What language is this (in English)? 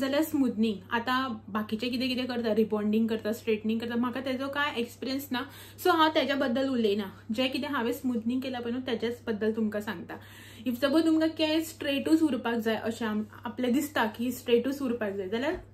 Konkani